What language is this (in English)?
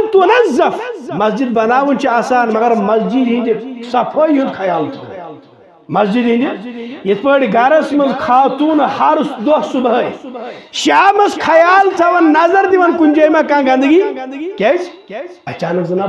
Kashmiri